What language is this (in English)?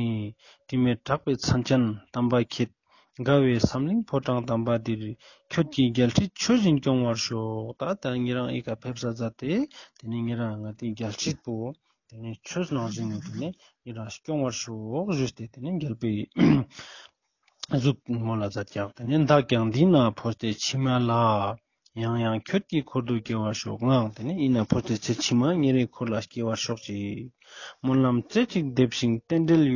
Ladakhi